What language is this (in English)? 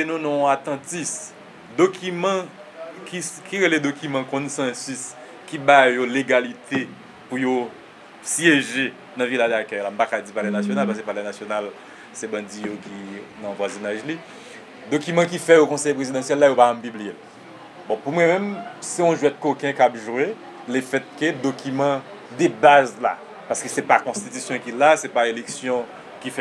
Haitian Creole